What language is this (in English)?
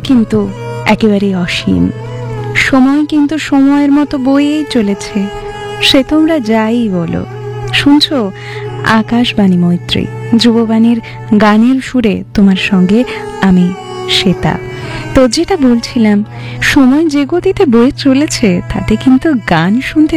Bangla